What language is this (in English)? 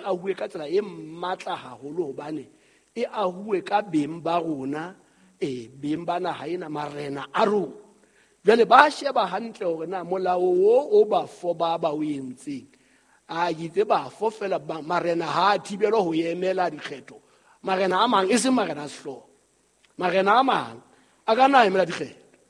Southern Sotho